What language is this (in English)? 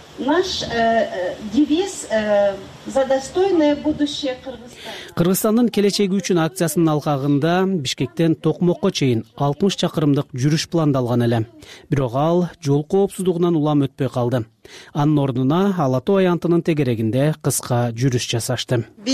Kyrgyz